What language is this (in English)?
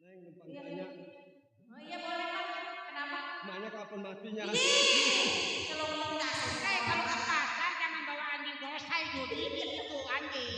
Betawi